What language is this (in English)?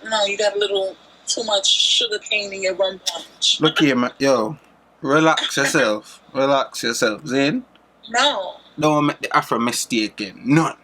Jamaican Creole English